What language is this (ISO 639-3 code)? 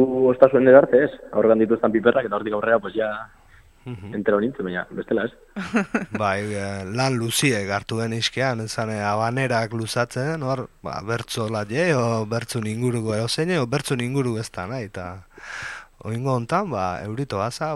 eus